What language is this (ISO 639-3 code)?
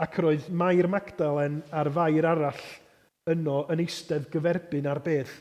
cym